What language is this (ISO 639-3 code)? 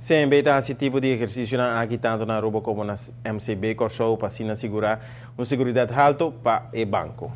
pap